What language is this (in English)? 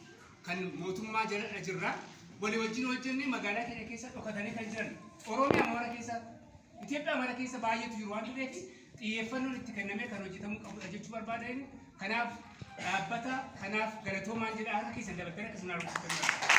Oromo